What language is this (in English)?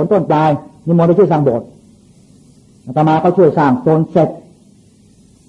Thai